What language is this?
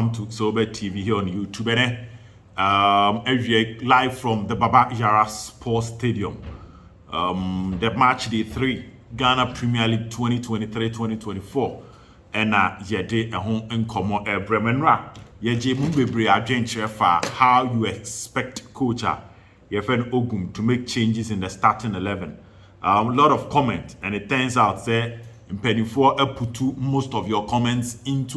Akan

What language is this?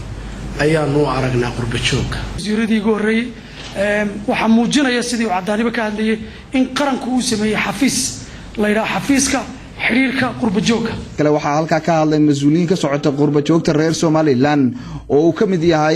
Somali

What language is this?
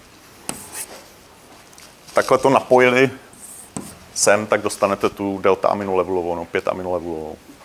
Czech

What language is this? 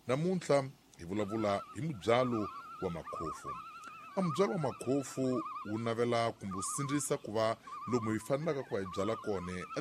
Tsonga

